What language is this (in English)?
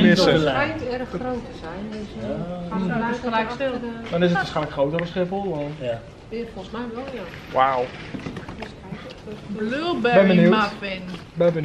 Dutch